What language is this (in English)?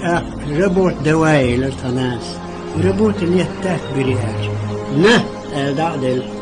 Chechen